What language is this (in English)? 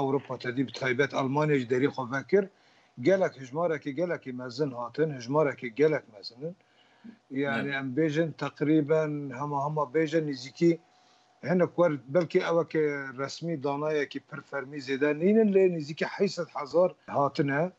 Kurdish